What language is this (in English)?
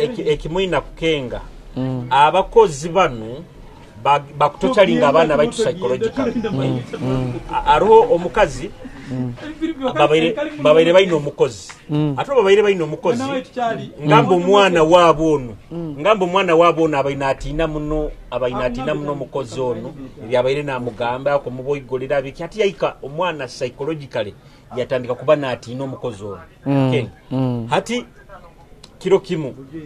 Nyoro